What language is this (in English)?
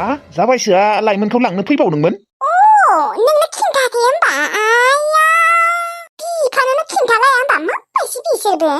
Bodo